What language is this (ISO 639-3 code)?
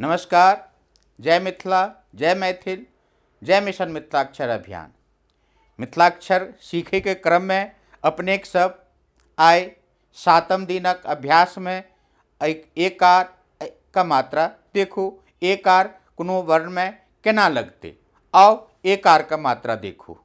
mai